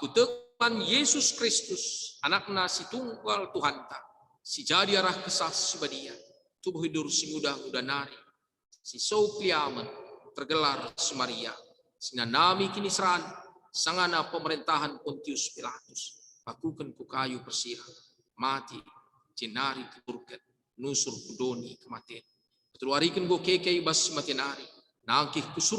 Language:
Batak Karo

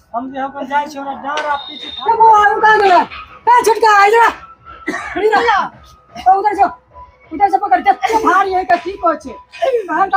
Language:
Maithili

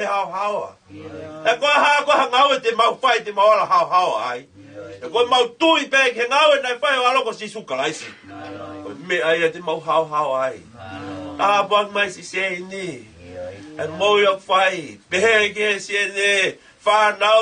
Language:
Tongan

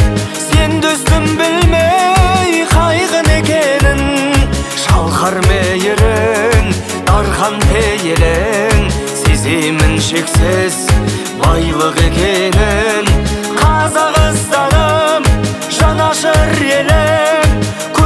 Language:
Kazakh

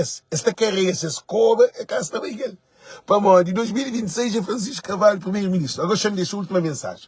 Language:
Kabuverdianu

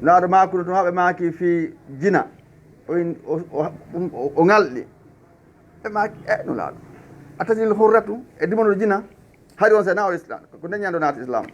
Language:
Fula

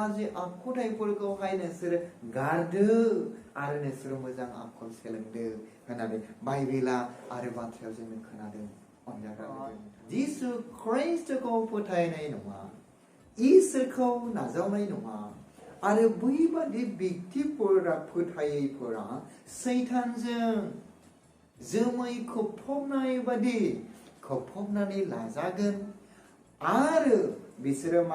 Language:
Bodo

